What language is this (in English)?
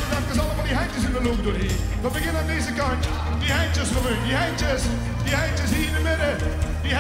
Dutch